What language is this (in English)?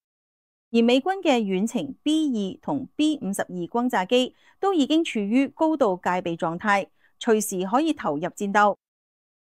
Cantonese